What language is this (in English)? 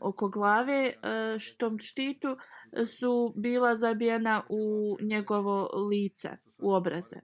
Bosnian